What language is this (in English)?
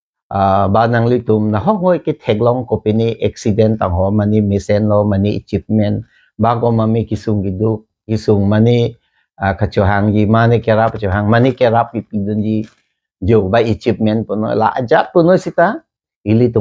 Karbi